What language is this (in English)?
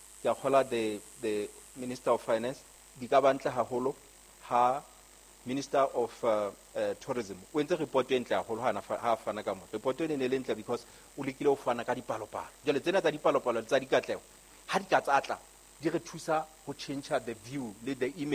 Southern Sotho